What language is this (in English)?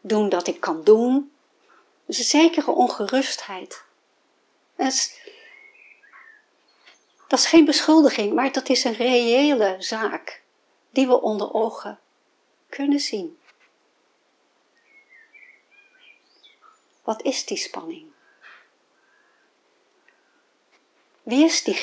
Dutch